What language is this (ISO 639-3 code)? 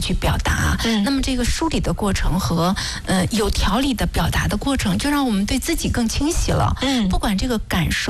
zho